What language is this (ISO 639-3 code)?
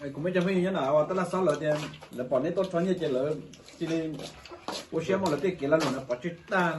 hmn